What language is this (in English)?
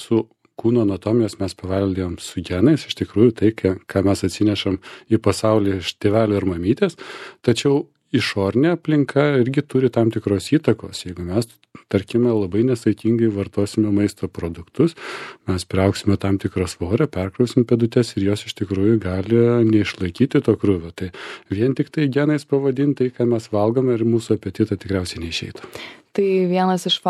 Lithuanian